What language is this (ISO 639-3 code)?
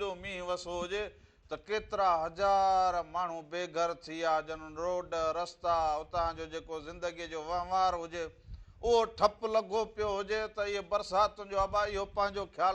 snd